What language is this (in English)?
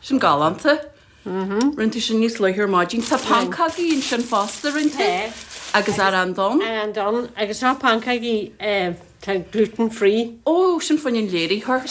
Irish